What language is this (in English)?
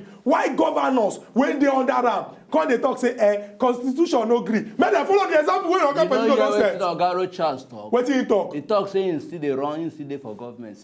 Nigerian Pidgin